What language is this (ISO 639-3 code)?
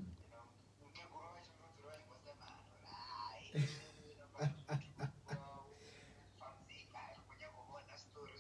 ven